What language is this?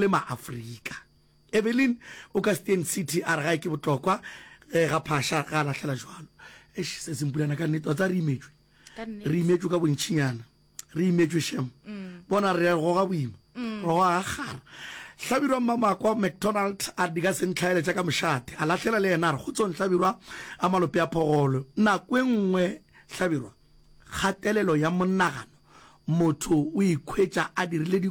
Northern Sotho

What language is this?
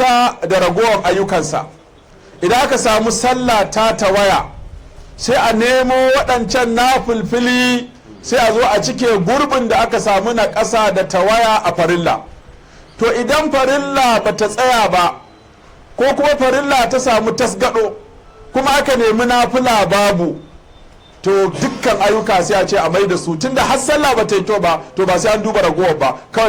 Hausa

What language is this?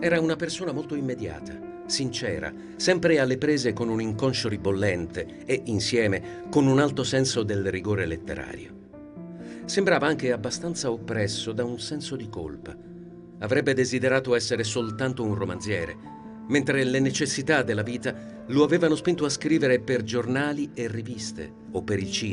Italian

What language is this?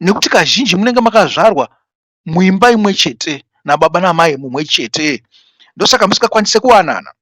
Shona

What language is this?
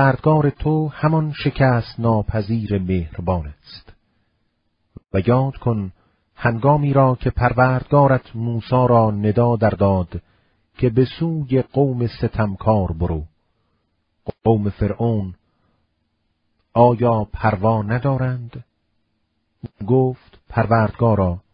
Persian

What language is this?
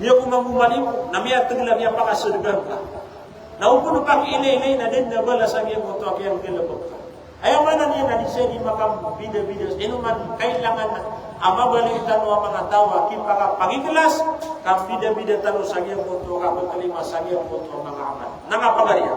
Maranao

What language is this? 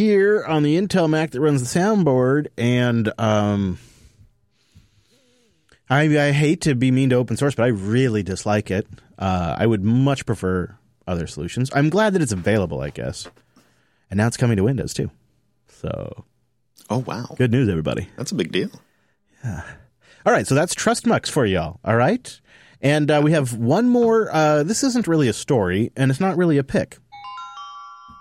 English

